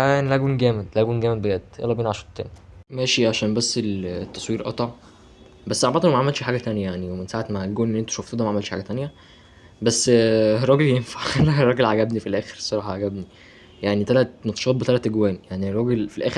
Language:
Egyptian Arabic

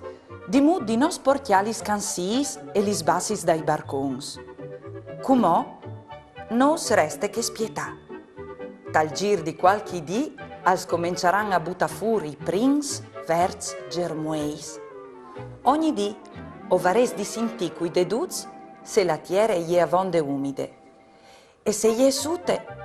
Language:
Friulian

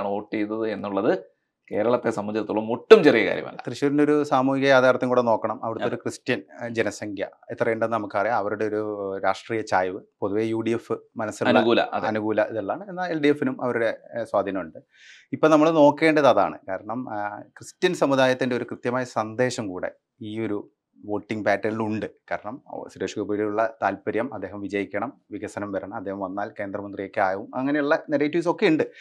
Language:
Malayalam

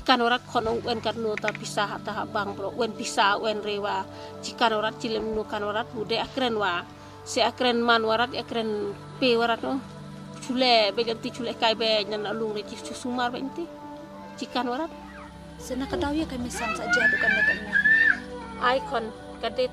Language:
Khasi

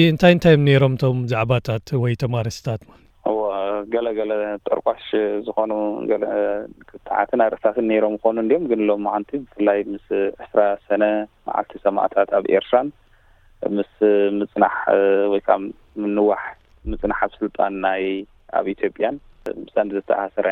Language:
Tigrinya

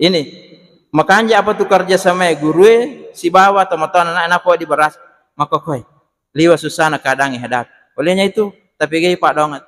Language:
Buginese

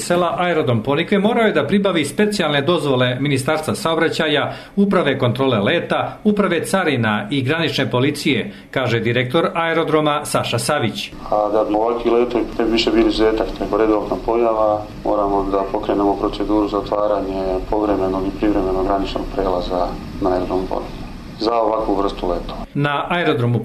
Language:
Serbian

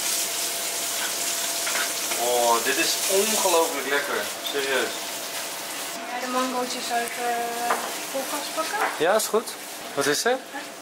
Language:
Dutch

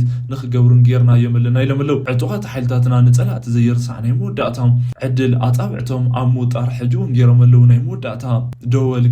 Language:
Tigrinya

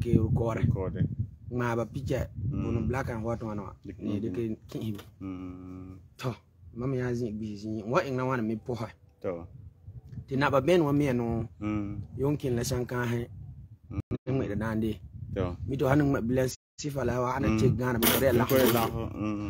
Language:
Frafra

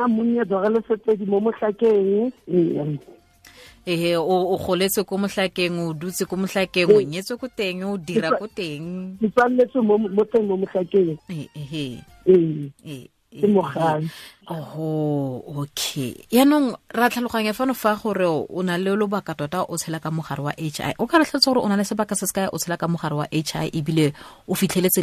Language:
Tswana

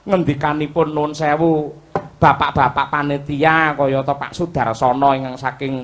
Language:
Javanese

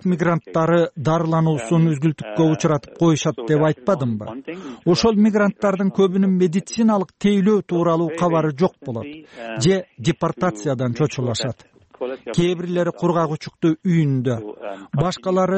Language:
Kyrgyz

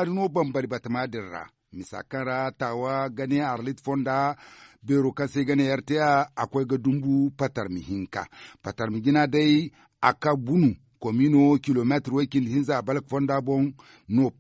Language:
Zarma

